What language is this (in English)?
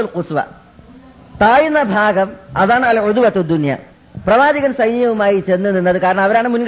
Malayalam